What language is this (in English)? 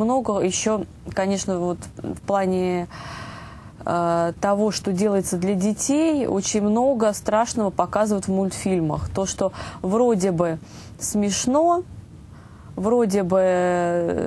Russian